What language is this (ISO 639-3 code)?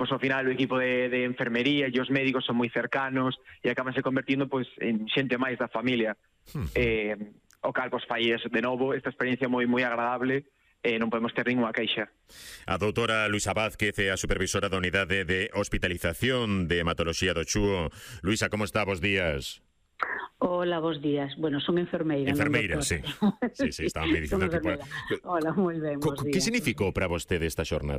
glg